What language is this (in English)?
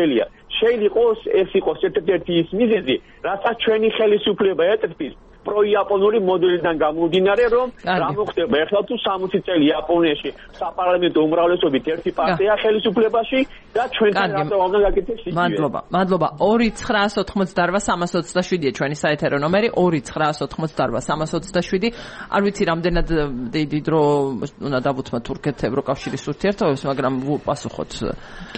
Georgian